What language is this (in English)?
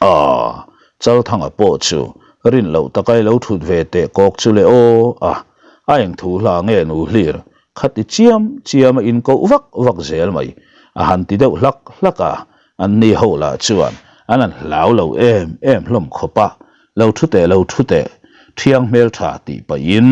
Mizo